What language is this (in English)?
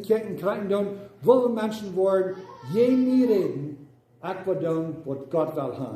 Plautdietsch